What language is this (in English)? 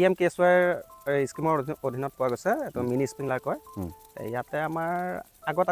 Assamese